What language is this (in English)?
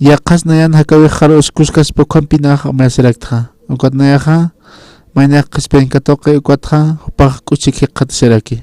Aymara